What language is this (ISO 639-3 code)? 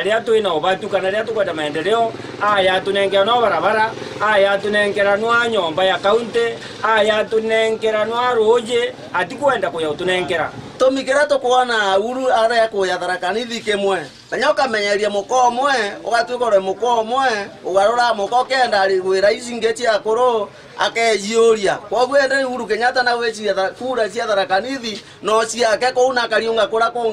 mer